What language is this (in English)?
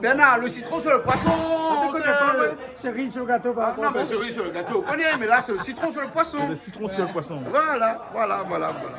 Réunion Creole French